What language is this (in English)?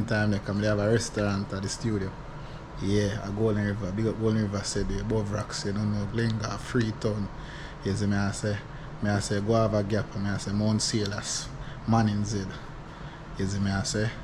Jamaican Creole English